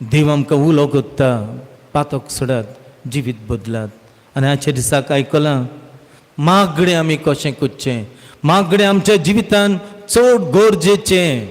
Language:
Konkani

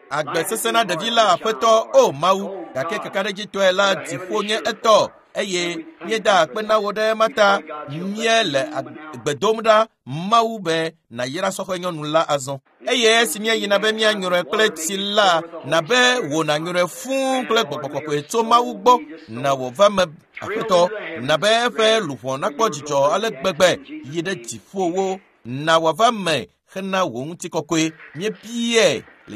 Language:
Ewe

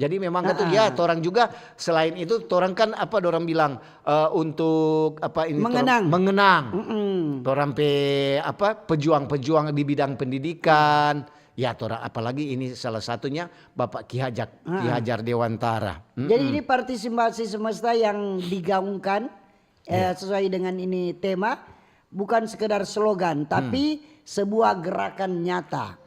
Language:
Manado Malay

